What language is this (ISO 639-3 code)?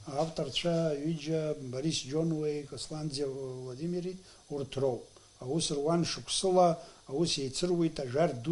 abk